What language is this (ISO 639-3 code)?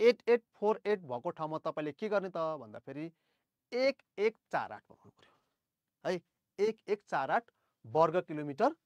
nep